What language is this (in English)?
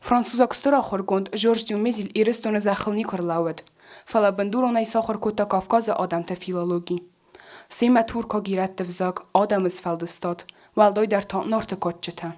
Ossetic